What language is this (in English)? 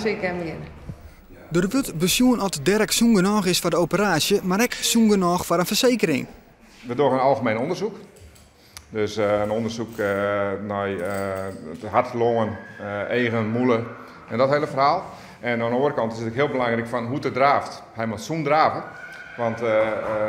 Western Frisian